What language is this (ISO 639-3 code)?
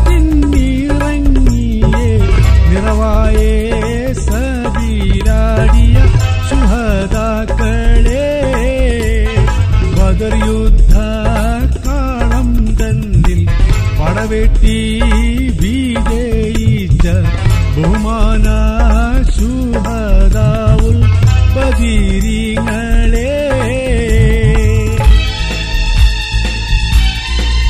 mal